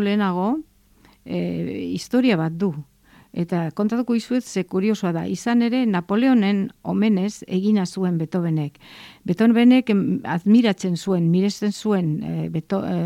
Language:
Basque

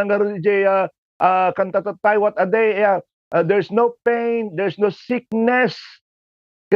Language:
Iloko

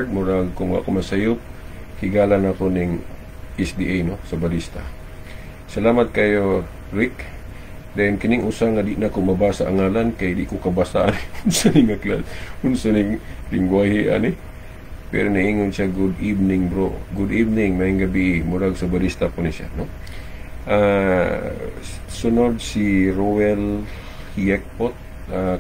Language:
Cebuano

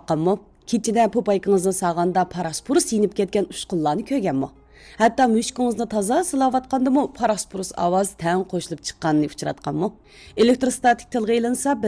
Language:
Uyghur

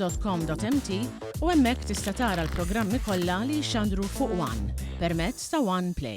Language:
Maltese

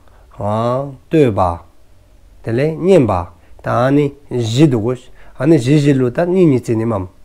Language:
Dzongkha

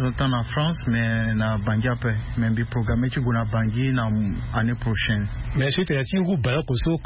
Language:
Sango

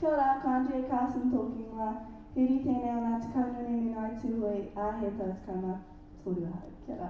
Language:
Māori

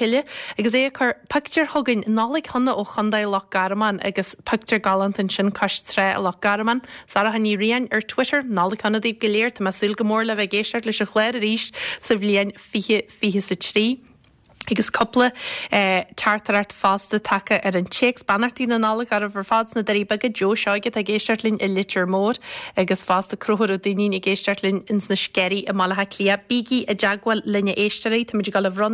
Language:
Irish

